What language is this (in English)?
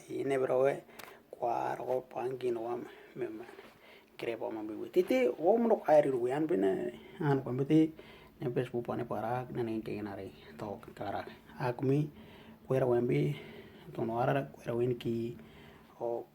Western Dani